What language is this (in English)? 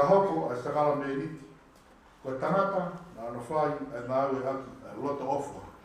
Tongan